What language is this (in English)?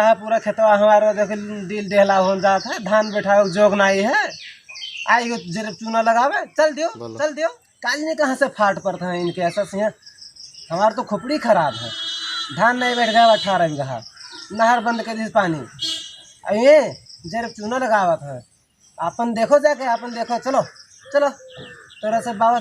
Awadhi